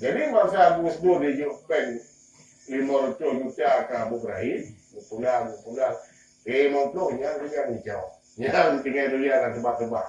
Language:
Achinese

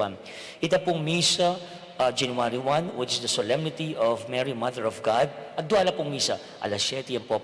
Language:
Pampanga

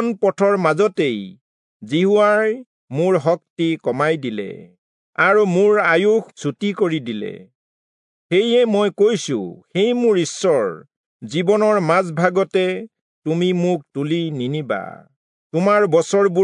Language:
Assamese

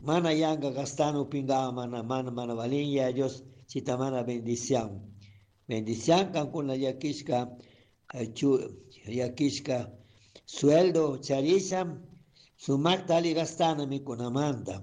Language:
Chimborazo Highland Quichua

